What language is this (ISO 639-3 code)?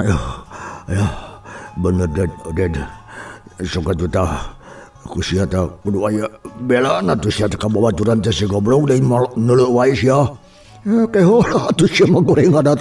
sun